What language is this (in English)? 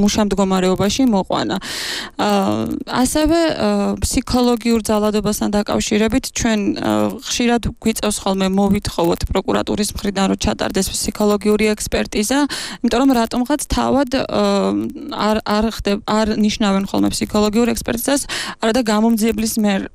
Georgian